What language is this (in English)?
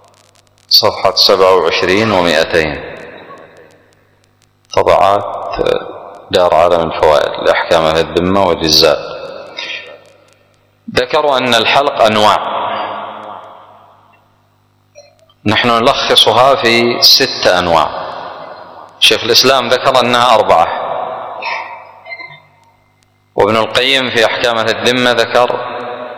Arabic